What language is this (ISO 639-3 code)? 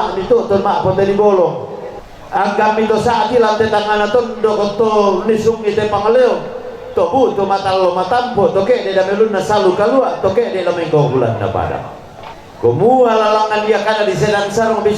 sda